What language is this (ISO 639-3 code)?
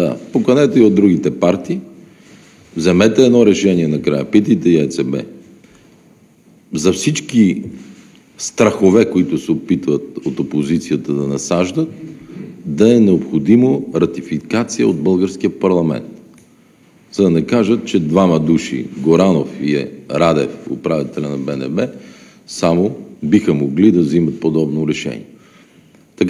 bul